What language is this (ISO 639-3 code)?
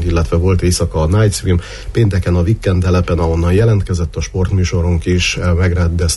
hun